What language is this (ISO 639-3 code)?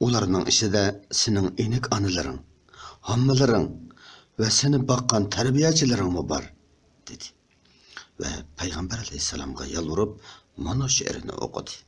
uig